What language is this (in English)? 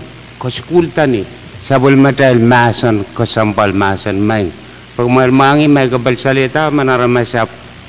Pohnpeian